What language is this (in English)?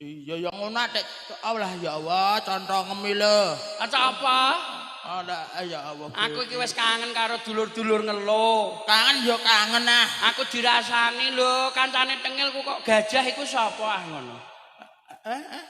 Javanese